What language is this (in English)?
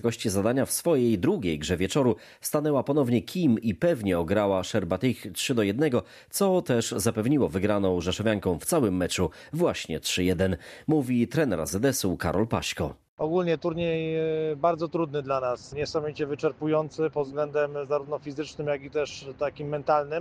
Polish